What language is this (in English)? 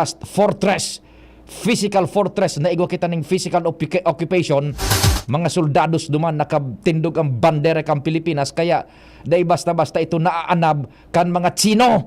Bikol